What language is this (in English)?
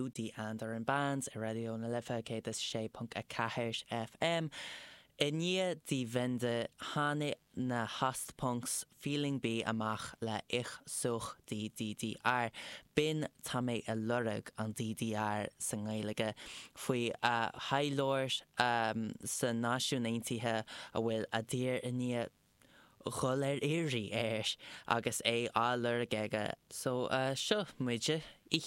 Irish